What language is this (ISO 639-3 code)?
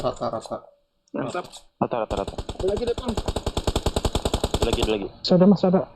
bjn